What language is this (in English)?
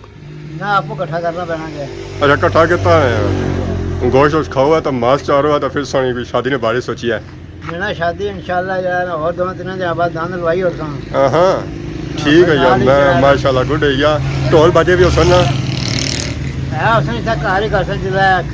Pahari-Potwari